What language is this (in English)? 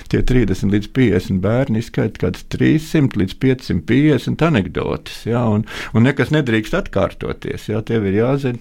Latvian